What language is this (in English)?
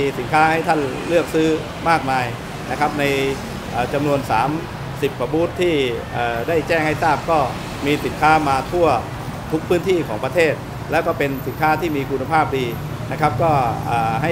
Thai